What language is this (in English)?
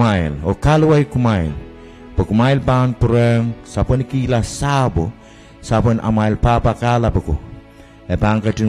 Pohnpeian